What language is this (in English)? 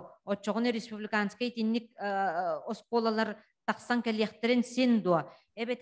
Yakut